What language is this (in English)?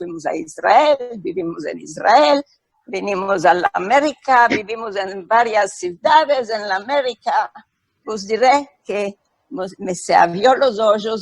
Ladino